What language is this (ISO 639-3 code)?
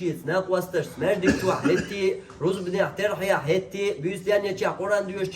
che